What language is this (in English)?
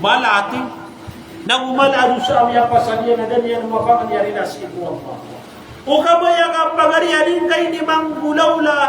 Maranao